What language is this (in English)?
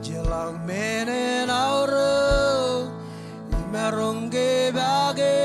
Marshallese